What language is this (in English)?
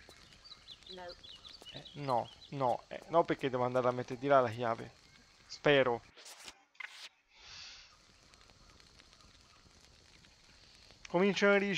Italian